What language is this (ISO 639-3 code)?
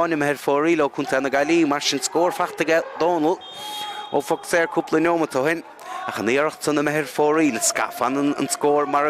gle